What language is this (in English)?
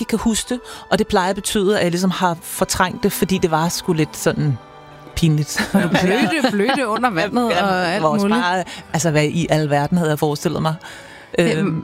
Danish